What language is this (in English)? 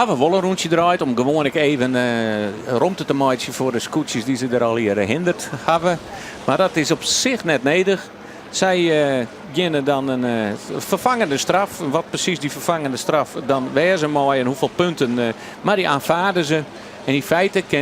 Western Frisian